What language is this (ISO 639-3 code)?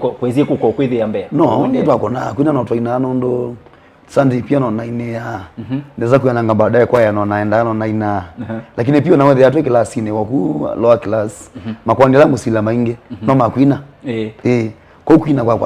kam